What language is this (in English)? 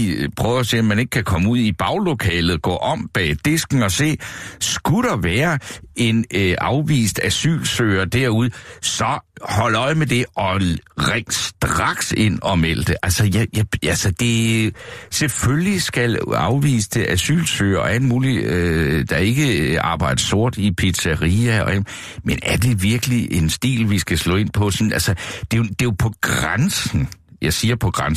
Danish